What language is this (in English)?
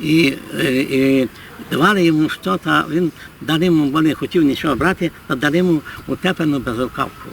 Rusyn